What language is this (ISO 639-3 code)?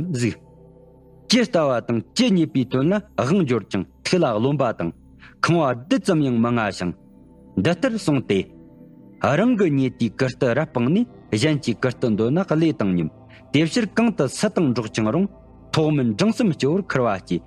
bod